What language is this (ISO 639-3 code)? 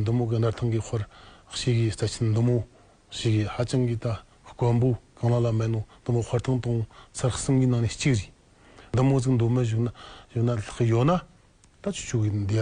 bod